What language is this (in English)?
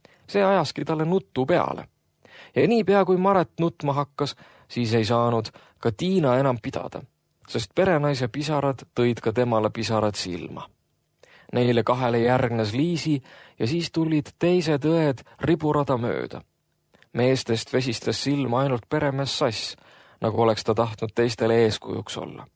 Estonian